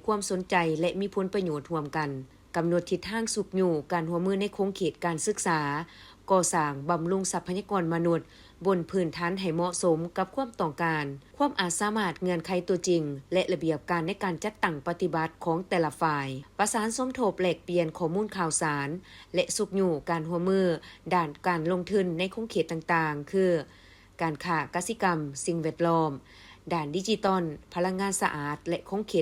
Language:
Lao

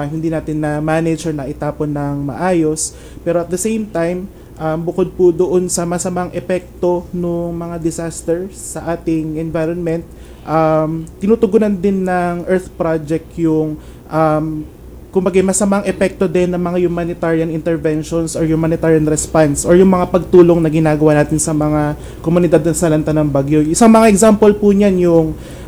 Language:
Filipino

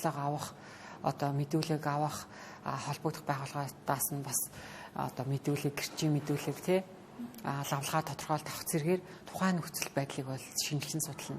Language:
Mongolian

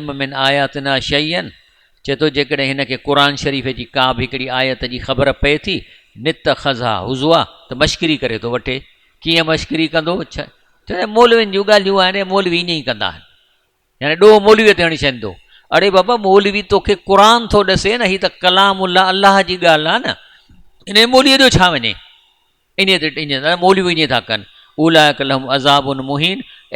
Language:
Sindhi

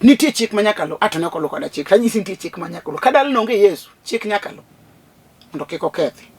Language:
Luo (Kenya and Tanzania)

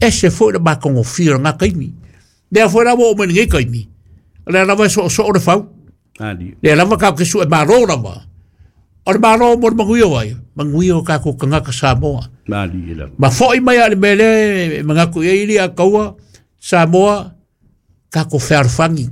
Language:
Samoan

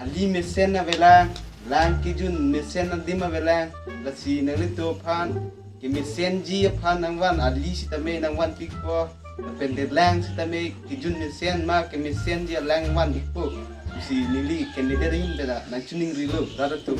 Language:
Karbi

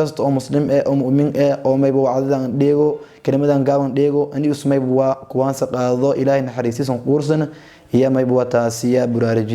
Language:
Somali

